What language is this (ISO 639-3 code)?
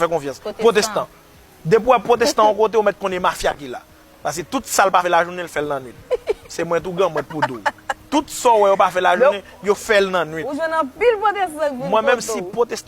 hat